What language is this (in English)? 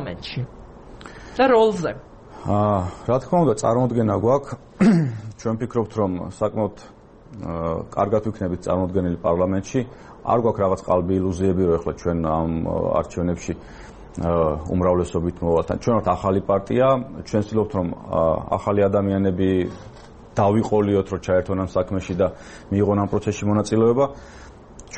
Georgian